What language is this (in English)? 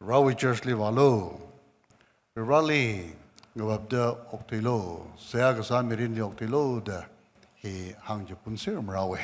Tangkhul Naga (India)